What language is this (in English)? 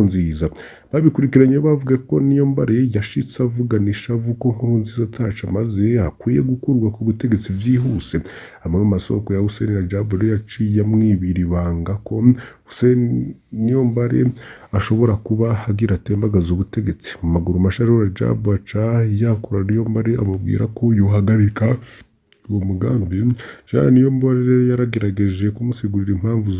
Rundi